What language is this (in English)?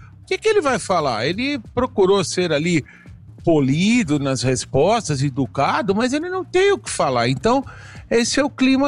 Portuguese